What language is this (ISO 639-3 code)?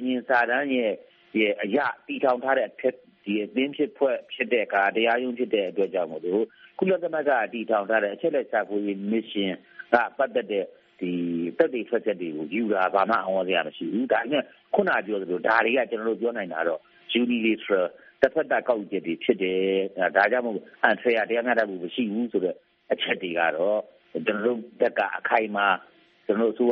mya